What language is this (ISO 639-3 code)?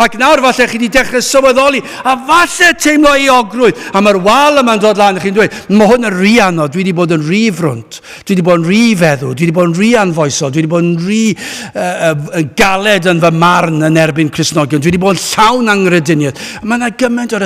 cym